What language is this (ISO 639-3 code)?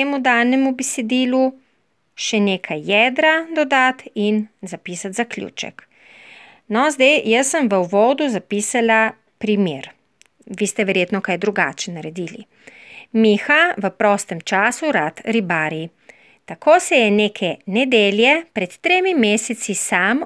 slv